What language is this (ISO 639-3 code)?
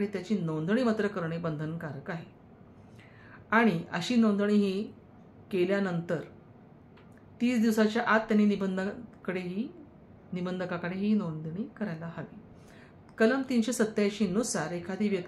mar